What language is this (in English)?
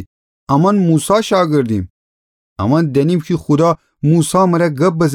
Gilaki